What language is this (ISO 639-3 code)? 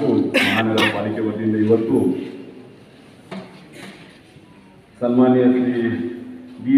kan